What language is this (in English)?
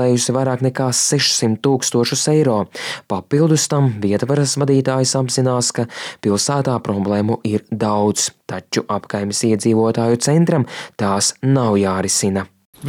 Latvian